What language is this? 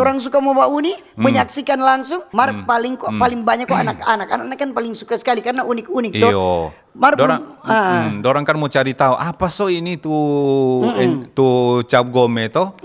Manado Malay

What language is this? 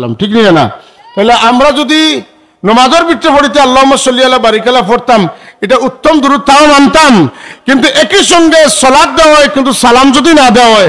Sylheti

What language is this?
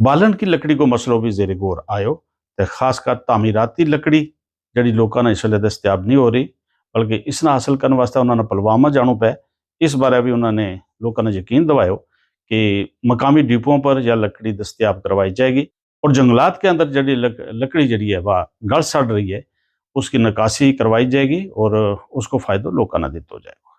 Gujari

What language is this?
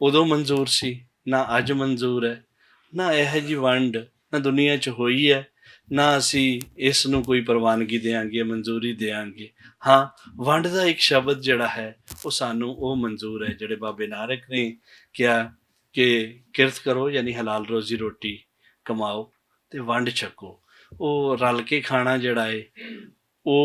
Western Panjabi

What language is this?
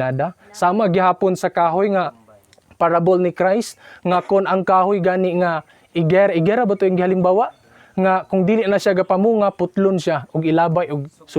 Cebuano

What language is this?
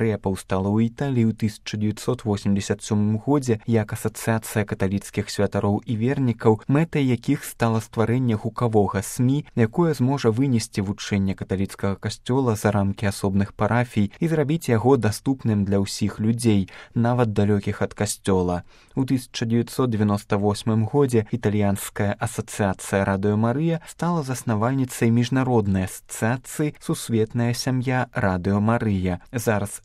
Belarusian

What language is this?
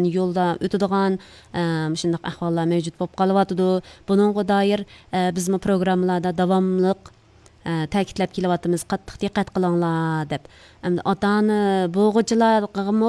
Uyghur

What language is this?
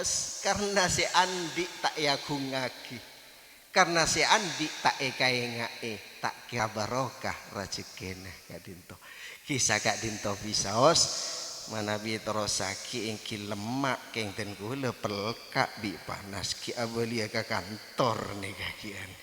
Madurese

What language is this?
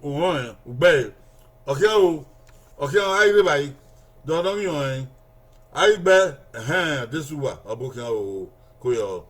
Bini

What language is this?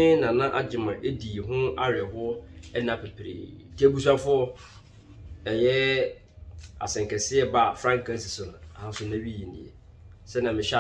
Akan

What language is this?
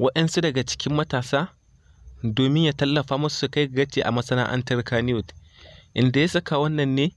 Hausa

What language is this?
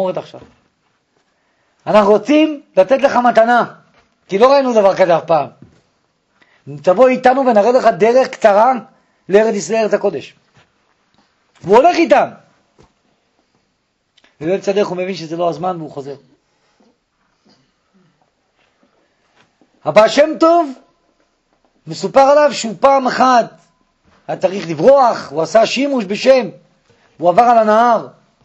Hebrew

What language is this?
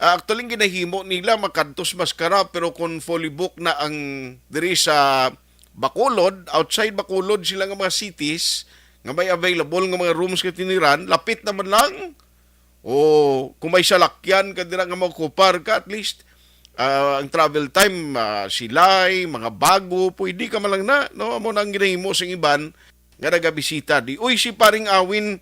Hiligaynon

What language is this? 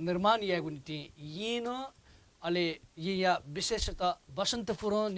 Newari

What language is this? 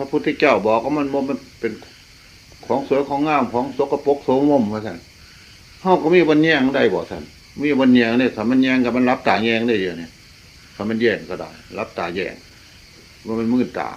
Northeastern Thai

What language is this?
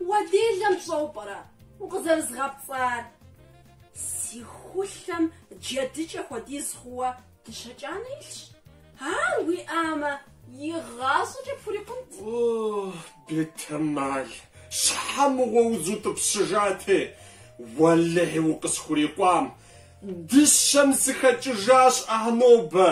Kabardian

